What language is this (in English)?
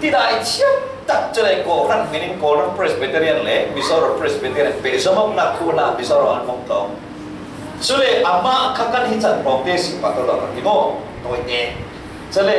Falam Chin